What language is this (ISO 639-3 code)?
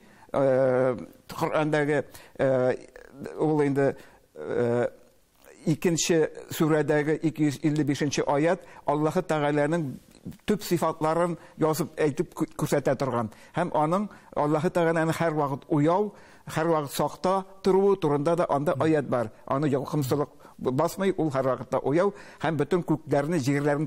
tat